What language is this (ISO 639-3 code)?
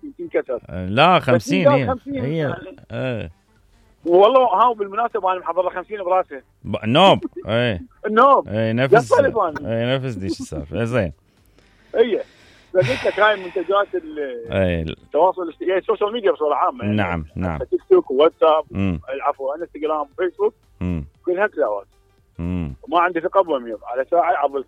acm